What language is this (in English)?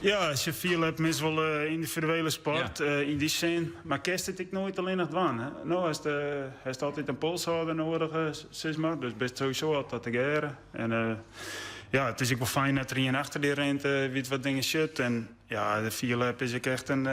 Western Frisian